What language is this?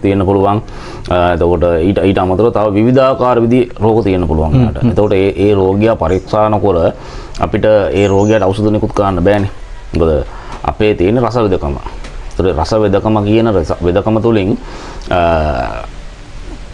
Sinhala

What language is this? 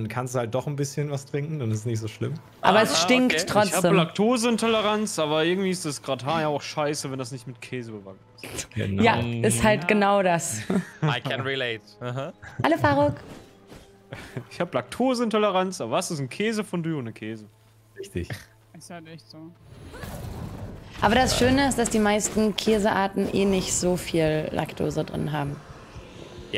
German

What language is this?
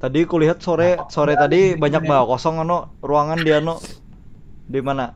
Banjar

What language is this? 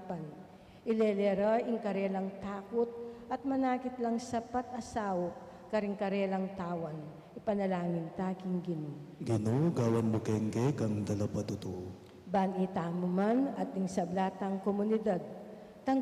Pampanga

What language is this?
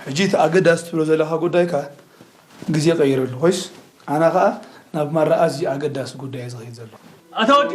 Tigrinya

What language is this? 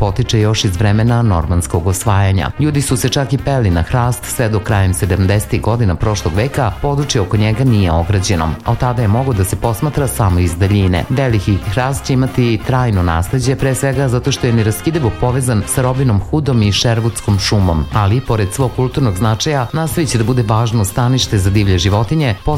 Serbian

